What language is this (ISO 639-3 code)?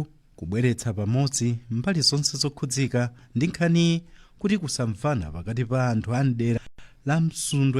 nya